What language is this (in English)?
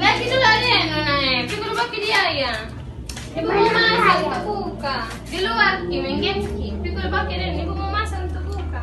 Makassar Malay